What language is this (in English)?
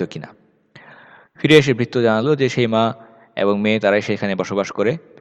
Bangla